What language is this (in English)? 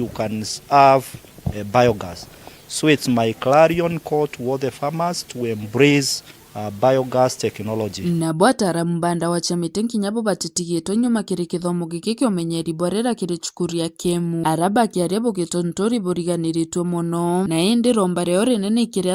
Meru